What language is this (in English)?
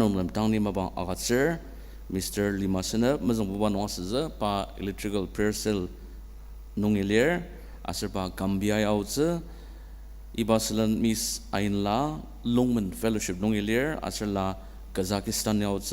Ao Naga